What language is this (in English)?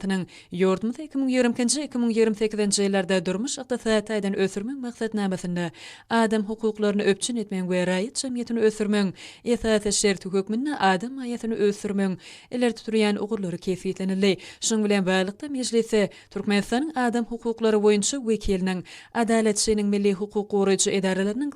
Turkmen